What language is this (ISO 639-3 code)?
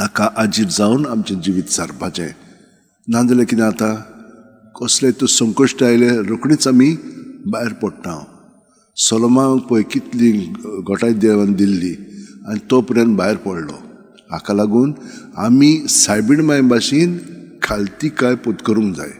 kok